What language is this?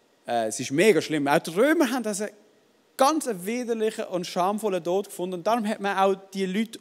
Swiss German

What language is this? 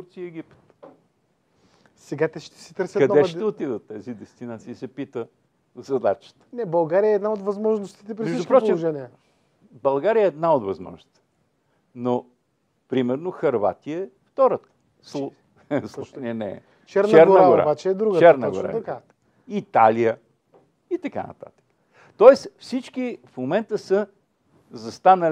Bulgarian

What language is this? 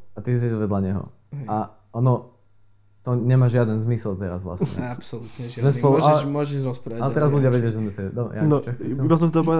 Slovak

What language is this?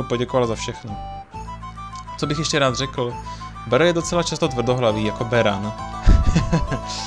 Czech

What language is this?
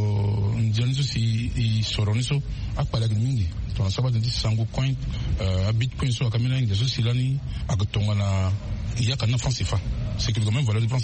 Sango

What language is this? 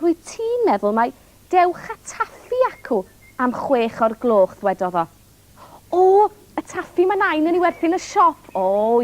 Welsh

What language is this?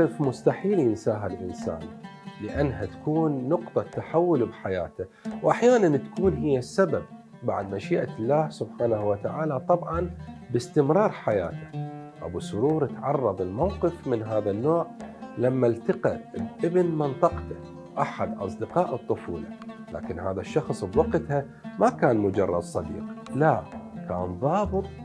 Mesopotamian Arabic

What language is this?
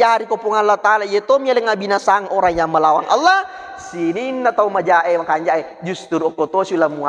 Buginese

